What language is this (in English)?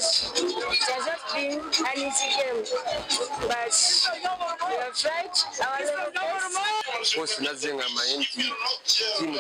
Nyankole